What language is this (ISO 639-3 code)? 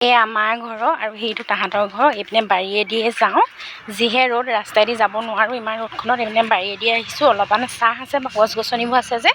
asm